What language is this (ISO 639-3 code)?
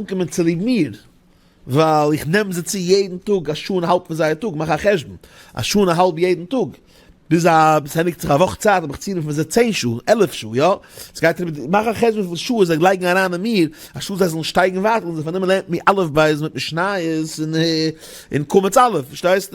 yid